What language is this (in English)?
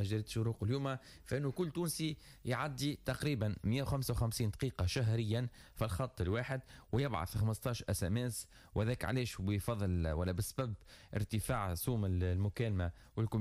Tunisian Arabic